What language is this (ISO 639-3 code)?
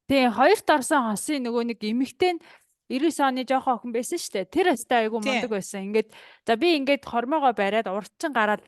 mon